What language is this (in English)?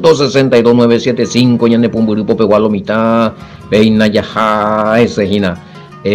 Guarani